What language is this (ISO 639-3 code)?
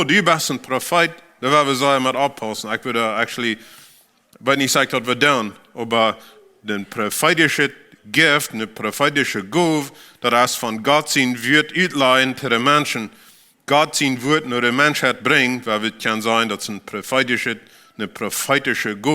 pdt